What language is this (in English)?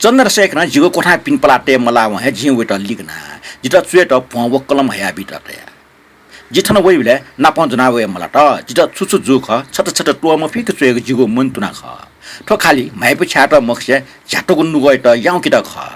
Newari